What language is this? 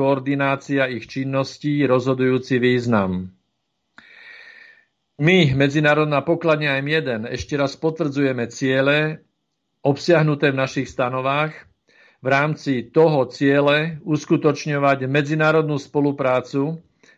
Slovak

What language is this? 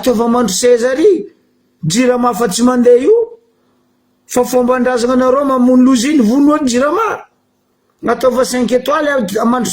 Malagasy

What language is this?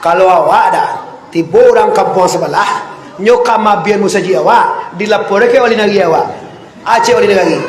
Minangkabau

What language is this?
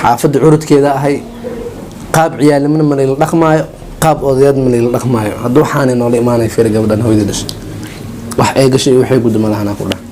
Somali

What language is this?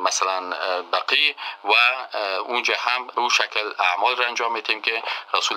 Persian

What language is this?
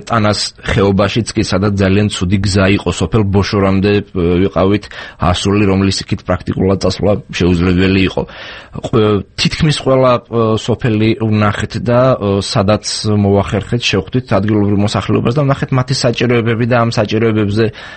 Georgian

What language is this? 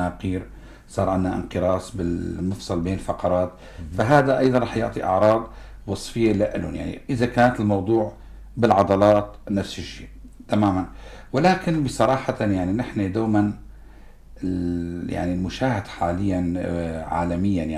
North Levantine Arabic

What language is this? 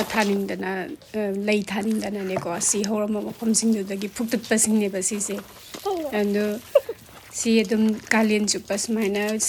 Manipuri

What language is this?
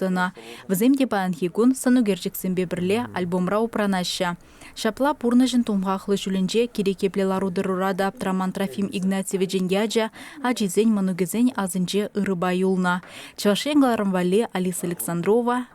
Chuvash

